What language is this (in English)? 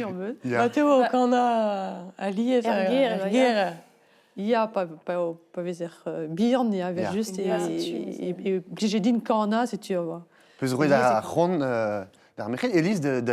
Breton